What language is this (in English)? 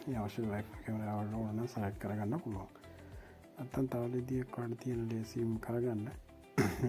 Sinhala